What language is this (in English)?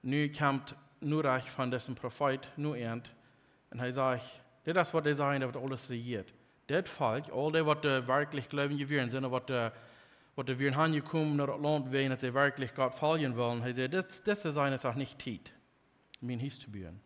Plautdietsch